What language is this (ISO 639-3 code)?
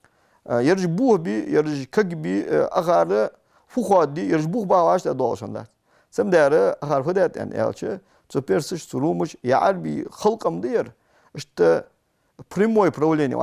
inh